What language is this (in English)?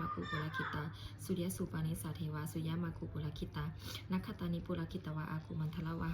Pali